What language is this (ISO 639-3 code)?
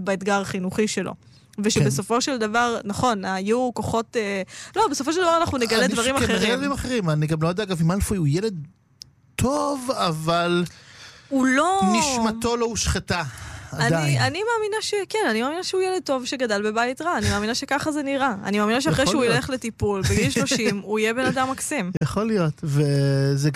heb